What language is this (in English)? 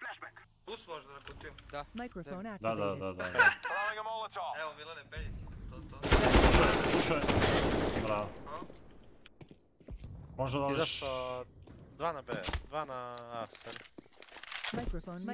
Croatian